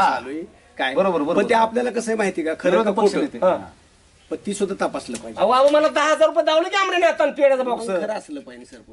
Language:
Marathi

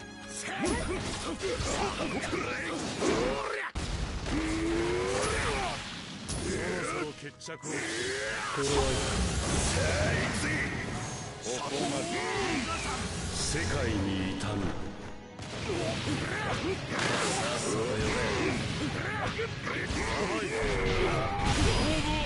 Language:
Japanese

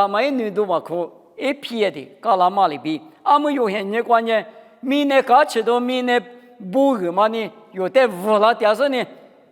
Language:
Lisu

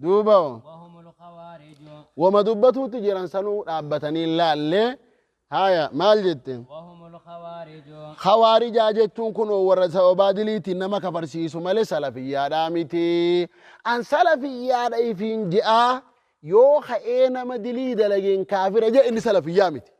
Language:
Oromo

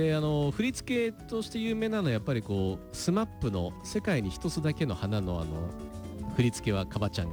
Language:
Japanese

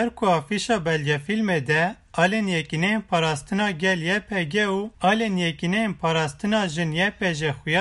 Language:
Kurdish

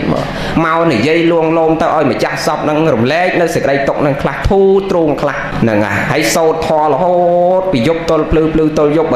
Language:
Khmer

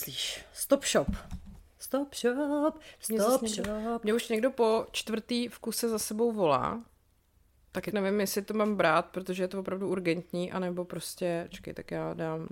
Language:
Czech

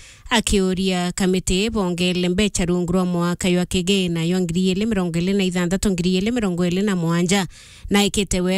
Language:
Meru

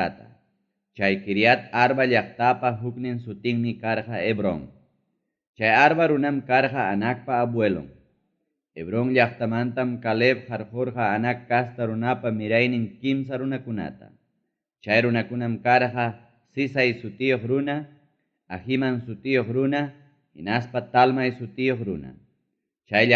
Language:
Ayacucho Quechua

